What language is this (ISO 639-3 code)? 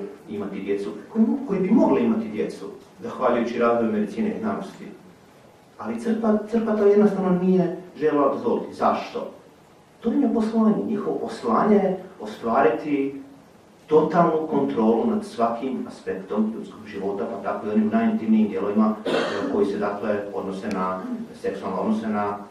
hrv